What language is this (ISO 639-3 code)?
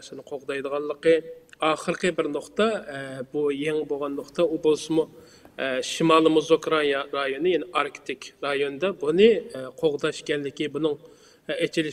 uig